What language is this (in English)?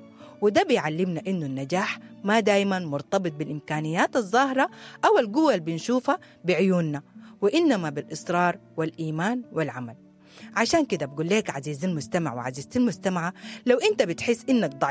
Sudanese Arabic